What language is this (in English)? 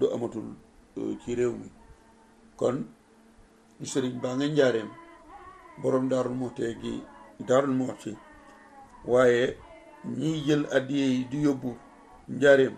Wolof